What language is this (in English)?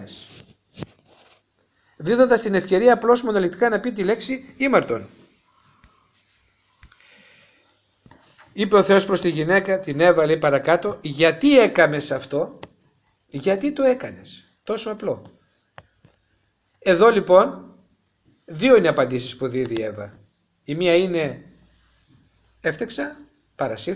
Greek